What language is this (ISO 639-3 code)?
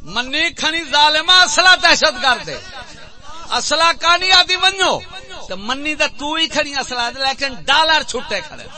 skr